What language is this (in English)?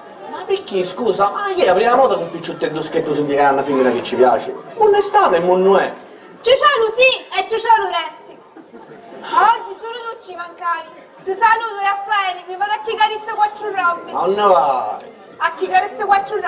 Sicilian